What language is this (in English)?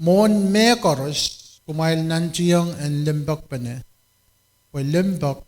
Pohnpeian